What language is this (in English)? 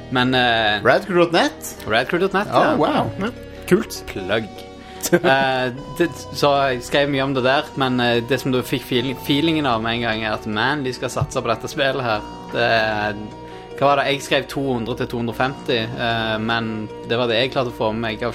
Norwegian